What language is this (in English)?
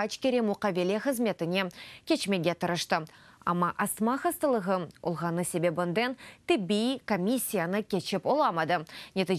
Crimean Tatar